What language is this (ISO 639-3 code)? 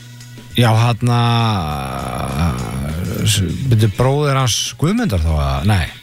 isl